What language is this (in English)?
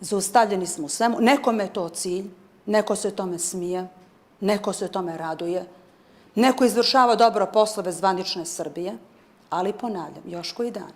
Bosnian